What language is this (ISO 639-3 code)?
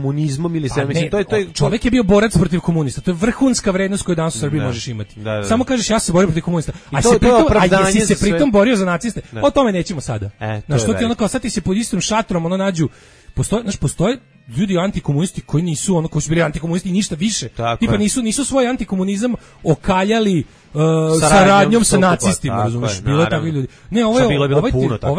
srp